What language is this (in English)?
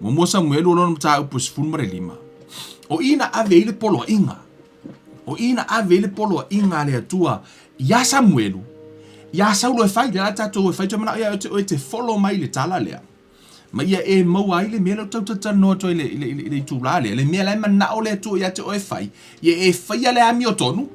Samoan